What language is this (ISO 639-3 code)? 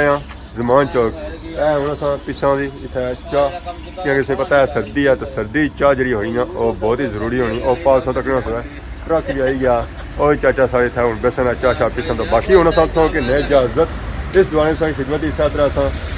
phr